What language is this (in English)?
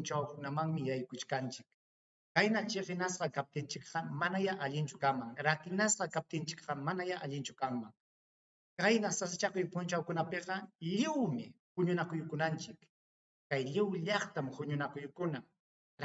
Ayacucho Quechua